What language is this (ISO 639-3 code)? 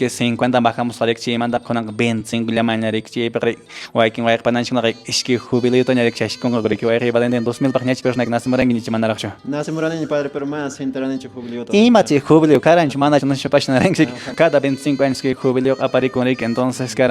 que